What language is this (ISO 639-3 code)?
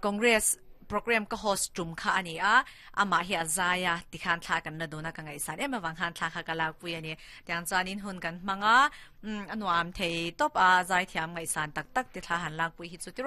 lus